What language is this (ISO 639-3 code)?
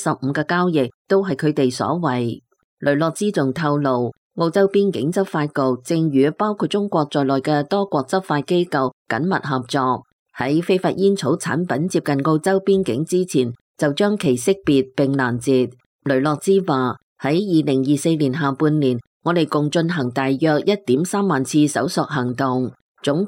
yue